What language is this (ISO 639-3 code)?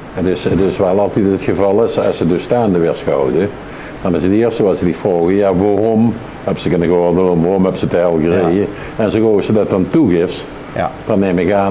lim